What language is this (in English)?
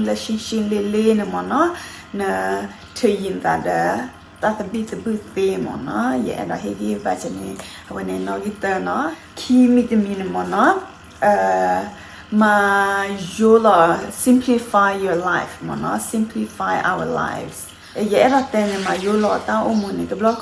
S'gaw Karen